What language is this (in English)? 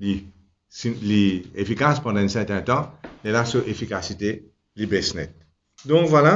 Morisyen